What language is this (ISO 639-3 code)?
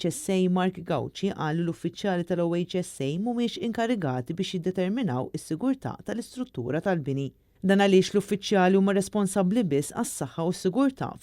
mlt